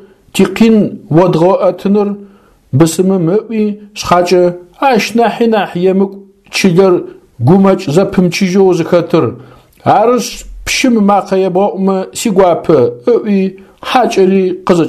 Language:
Adyghe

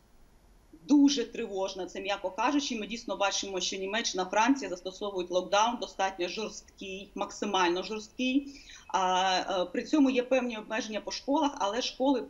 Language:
Ukrainian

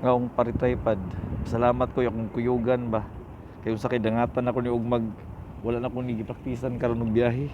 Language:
Cebuano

